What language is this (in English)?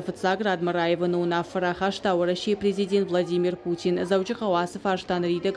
Ossetic